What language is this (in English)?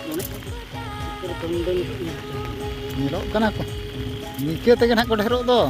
Santali